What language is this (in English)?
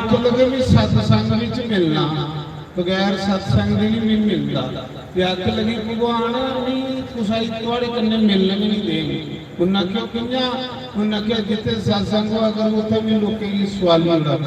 Dogri